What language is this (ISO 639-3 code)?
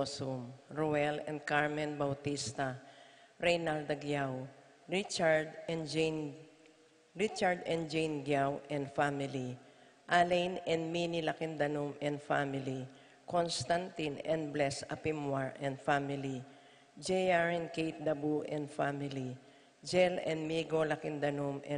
pam